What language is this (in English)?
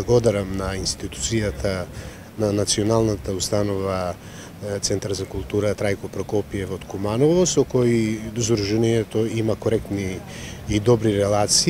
Macedonian